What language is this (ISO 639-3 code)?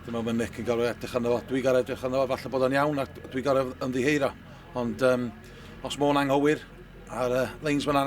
cym